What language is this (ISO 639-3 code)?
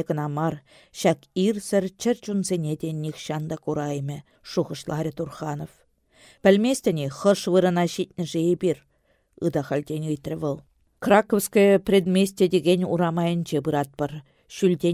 chv